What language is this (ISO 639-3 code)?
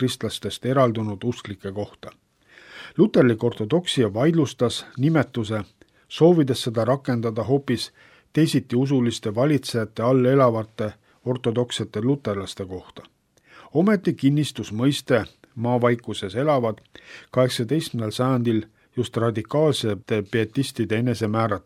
est